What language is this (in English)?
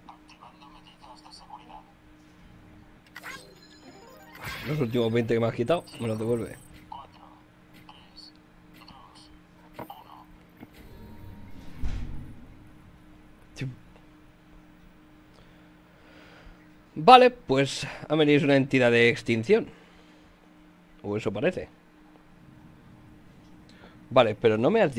Spanish